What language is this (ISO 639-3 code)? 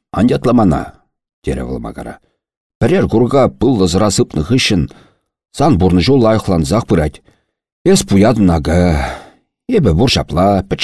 chv